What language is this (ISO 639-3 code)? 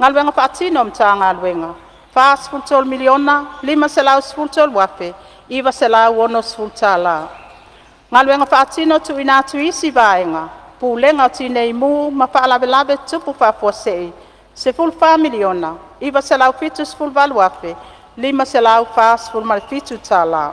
smo